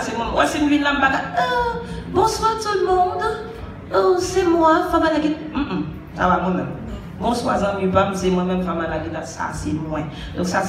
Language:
Haitian Creole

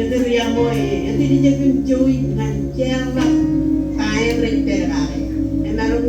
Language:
Marshallese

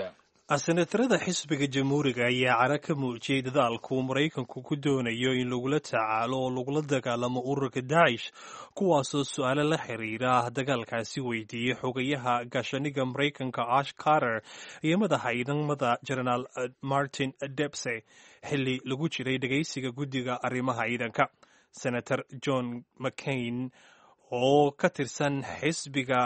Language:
Somali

